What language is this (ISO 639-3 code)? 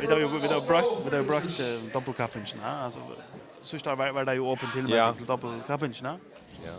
fao